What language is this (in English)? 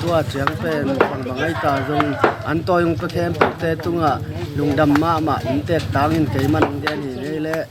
Tedim Chin